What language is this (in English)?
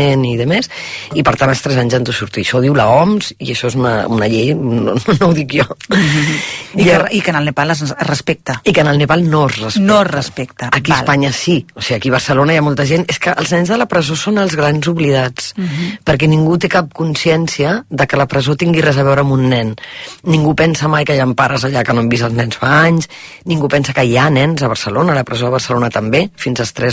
Catalan